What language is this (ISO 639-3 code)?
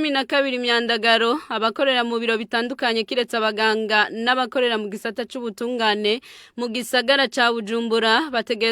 run